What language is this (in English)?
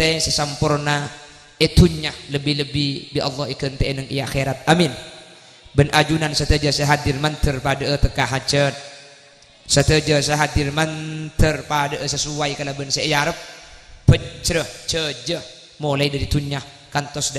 Madurese